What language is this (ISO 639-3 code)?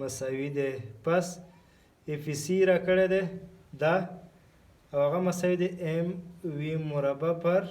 pus